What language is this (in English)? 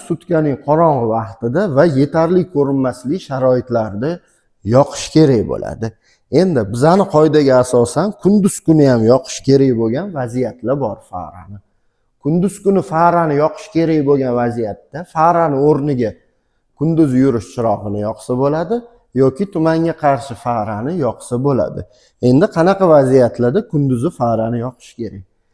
Uzbek